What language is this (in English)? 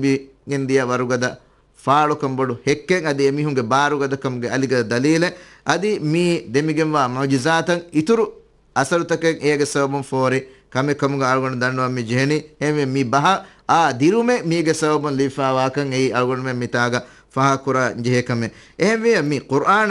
Divehi